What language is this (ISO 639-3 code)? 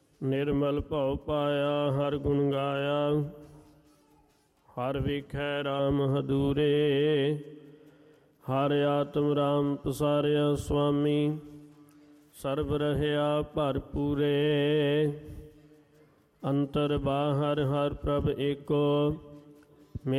pan